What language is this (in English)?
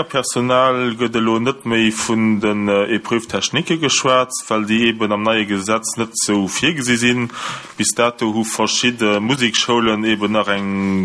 Luxembourgish